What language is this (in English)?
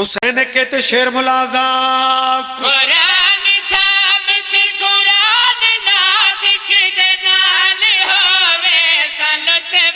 Pahari-Potwari